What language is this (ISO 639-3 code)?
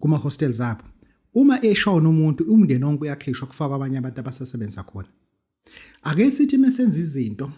zul